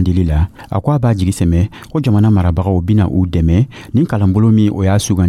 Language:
Dyula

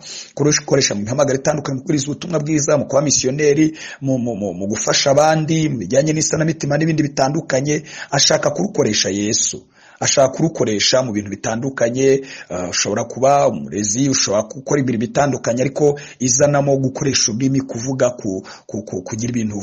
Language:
Kinyarwanda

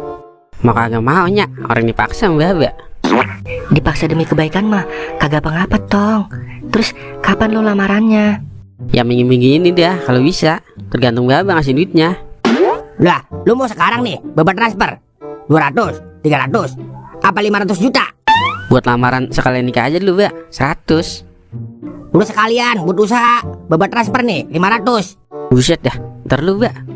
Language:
Betawi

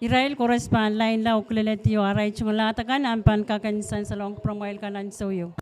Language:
Pohnpeian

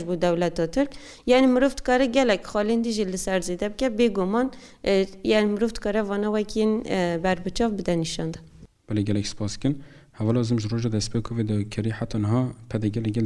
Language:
Kurdish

